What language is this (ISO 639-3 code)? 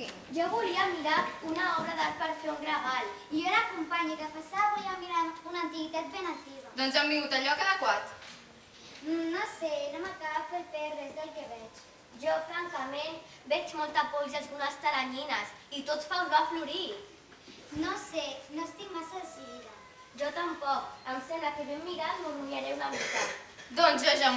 cat